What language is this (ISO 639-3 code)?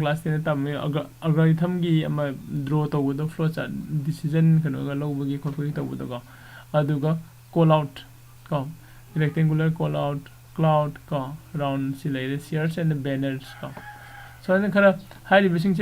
mni